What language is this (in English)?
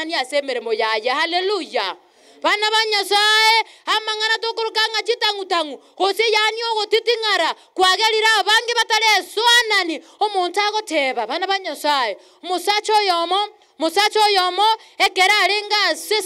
Gusii